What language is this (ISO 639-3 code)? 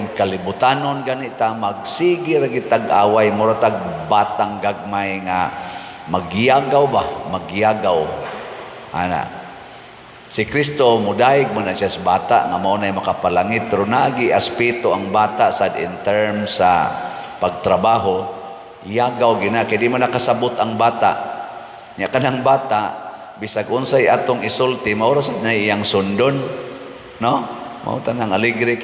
ceb